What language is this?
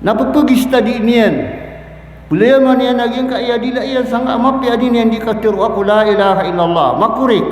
Maranao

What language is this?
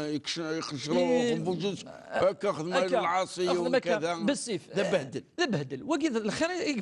Kabyle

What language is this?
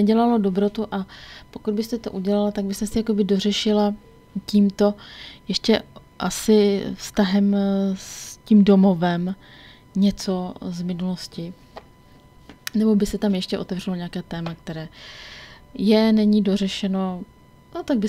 Czech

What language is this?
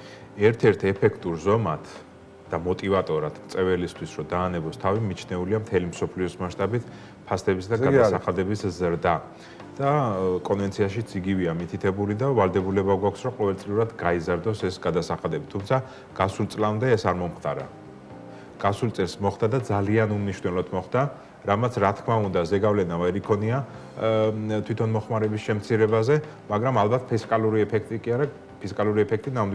Georgian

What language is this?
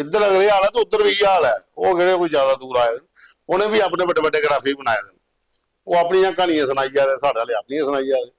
Dogri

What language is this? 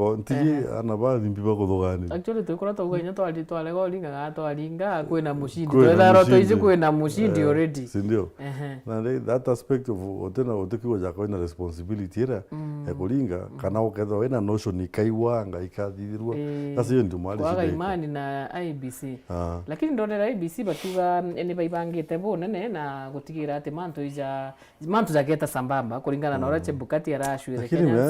Meru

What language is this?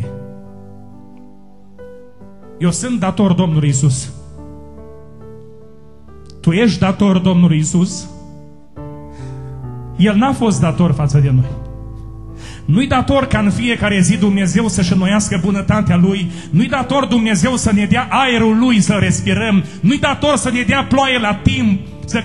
Romanian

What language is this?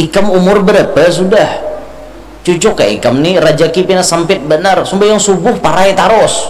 Banjar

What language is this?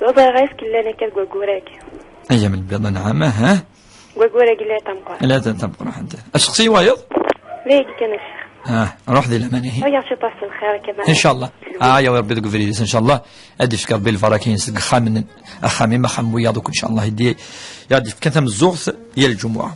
Kabyle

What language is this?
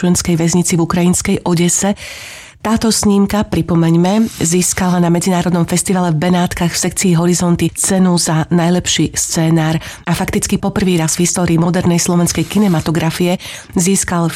Slovak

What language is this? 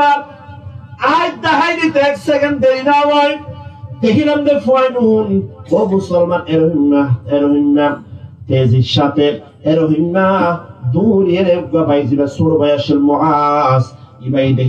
Rohingya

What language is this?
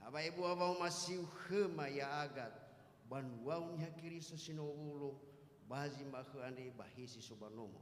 Nias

